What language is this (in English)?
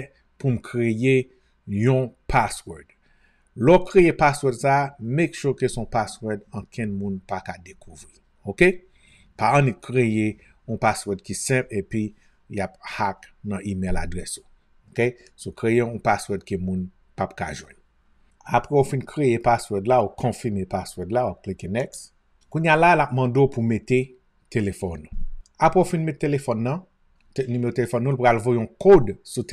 Haitian Creole